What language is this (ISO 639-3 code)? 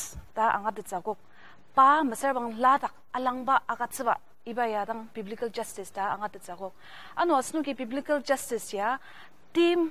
njo